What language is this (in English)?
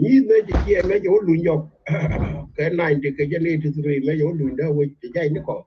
Nuer